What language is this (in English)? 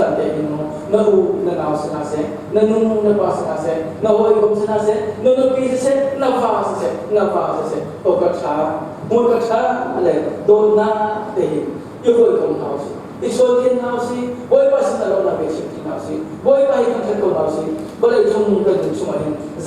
Hakha Chin